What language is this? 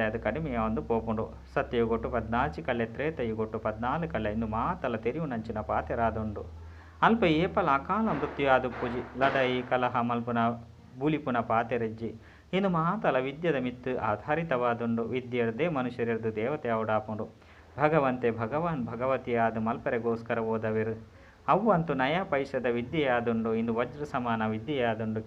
Tulu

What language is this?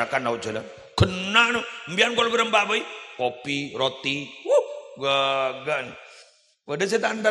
Madurese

